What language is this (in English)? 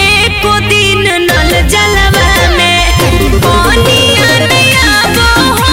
Magahi